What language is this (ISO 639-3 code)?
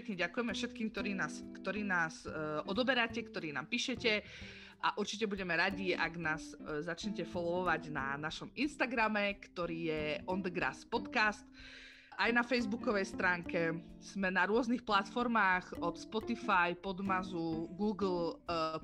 slk